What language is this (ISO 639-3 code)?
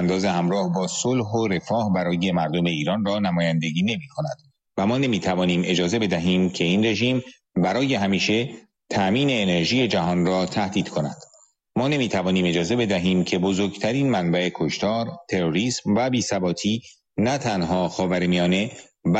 fas